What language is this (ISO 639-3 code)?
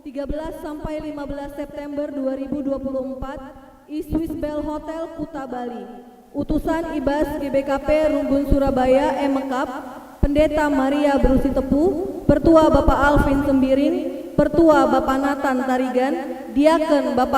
btx